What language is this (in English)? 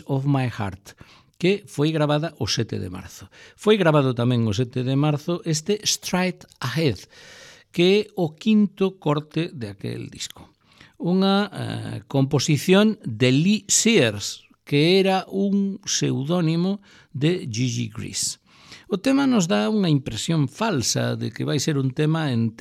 Galician